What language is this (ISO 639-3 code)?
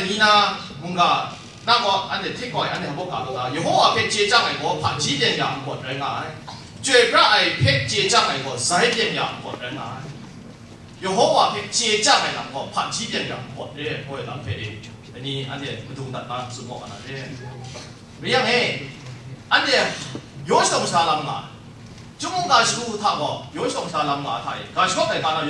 kac